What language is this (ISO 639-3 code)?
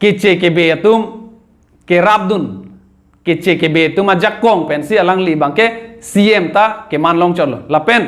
mjw